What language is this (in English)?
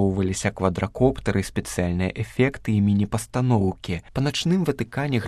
Belarusian